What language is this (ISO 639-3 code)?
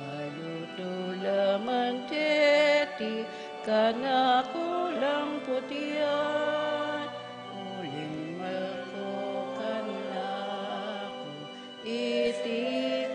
pam